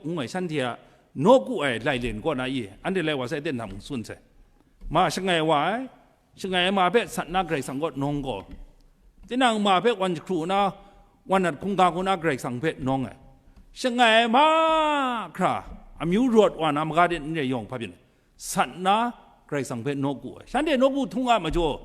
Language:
Kachin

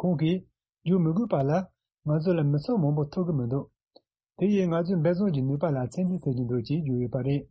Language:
Tibetan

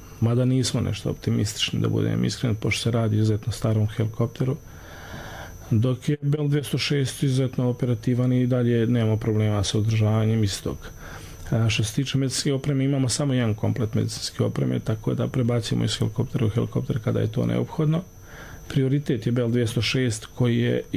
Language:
Bosnian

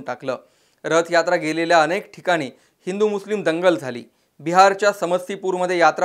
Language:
Marathi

